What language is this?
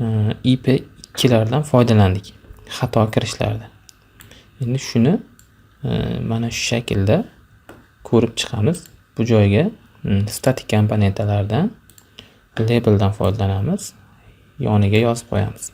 Uzbek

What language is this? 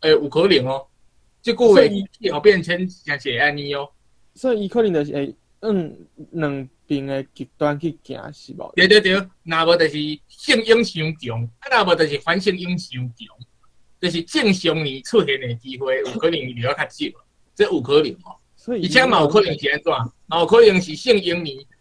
Min Nan Chinese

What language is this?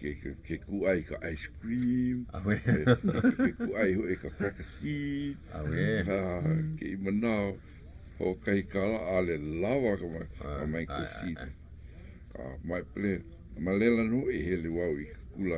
Hawaiian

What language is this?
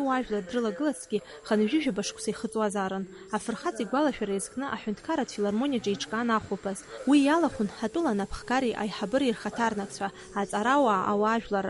Abkhazian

